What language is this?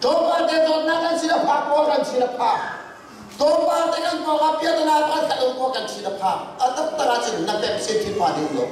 Hakha Chin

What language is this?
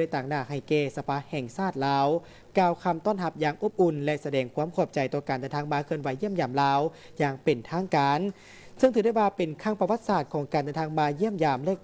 Lao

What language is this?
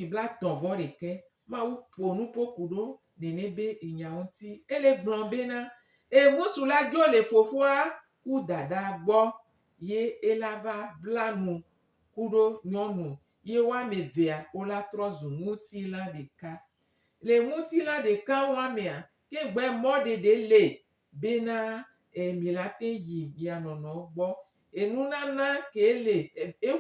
Gen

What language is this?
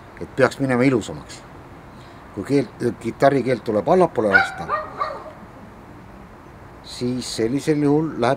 Estonian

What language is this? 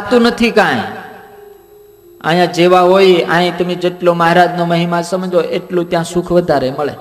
Gujarati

